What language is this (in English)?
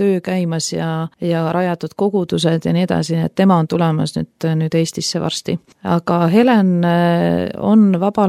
Estonian